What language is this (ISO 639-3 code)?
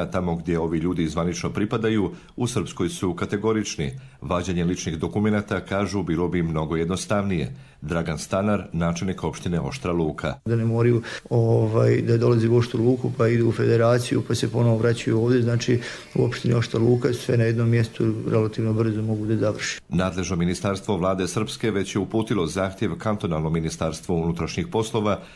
srp